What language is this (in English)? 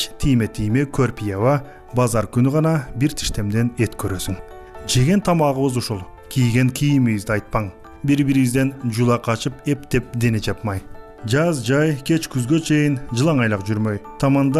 Kyrgyz